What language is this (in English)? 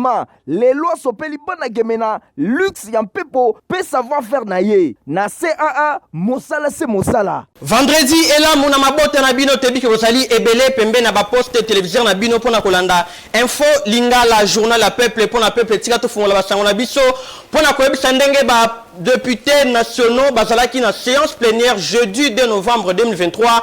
Lingala